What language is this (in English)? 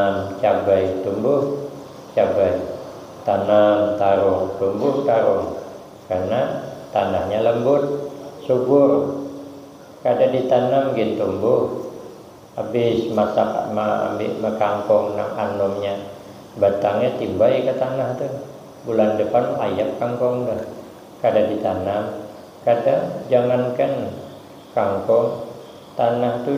Banjar